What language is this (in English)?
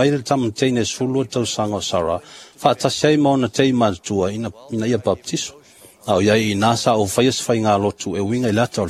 Samoan